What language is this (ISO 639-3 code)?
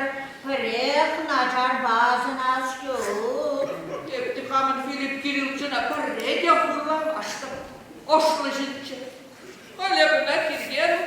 chv